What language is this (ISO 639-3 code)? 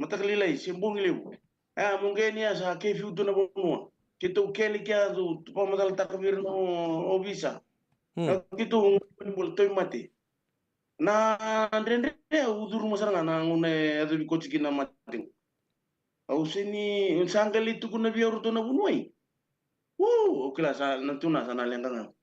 fij